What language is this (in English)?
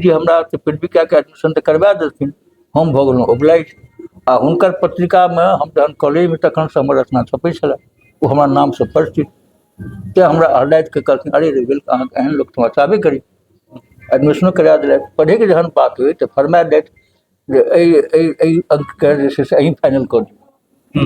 Maithili